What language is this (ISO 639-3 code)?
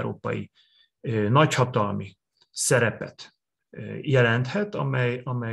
hun